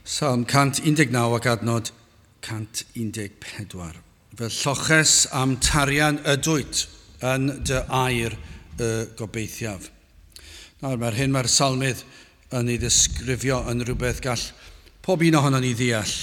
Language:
Welsh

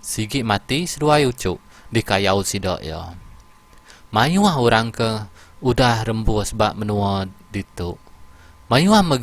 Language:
Iban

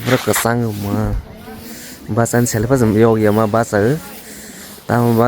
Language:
Kok Borok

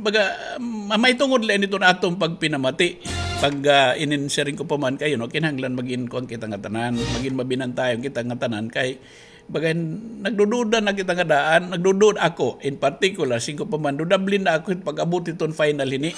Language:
Waray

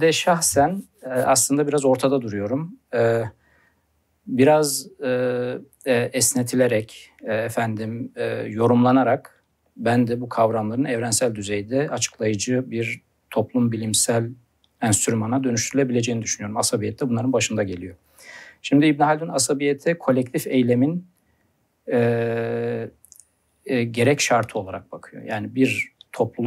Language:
Turkish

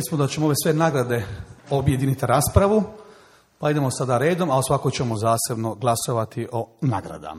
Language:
Croatian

